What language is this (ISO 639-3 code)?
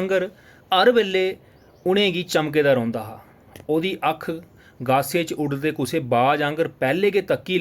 doi